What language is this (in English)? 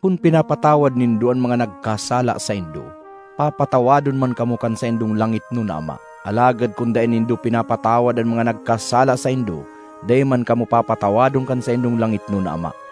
Bikol